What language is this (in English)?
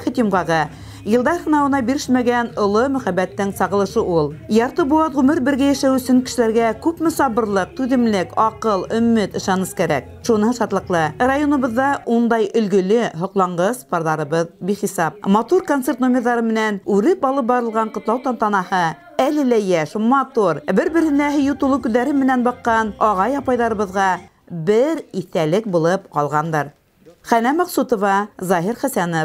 Bashkir